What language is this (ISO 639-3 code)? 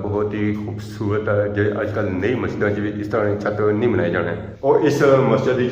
phr